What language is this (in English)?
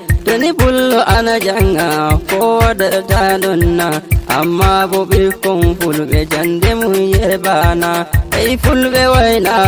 Nigerian Fulfulde